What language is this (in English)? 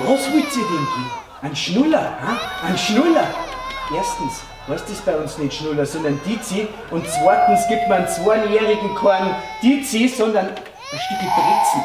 Bavarian